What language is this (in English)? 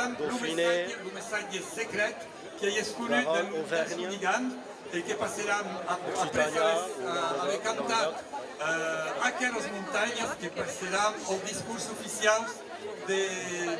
Occitan